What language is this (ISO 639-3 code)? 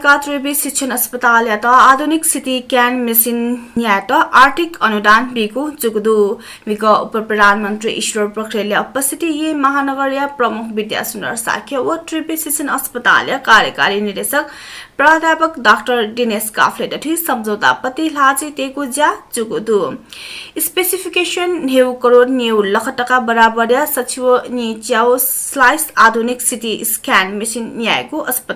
new